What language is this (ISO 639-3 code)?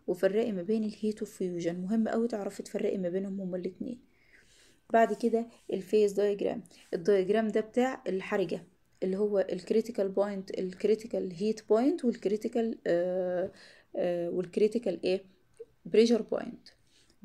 arz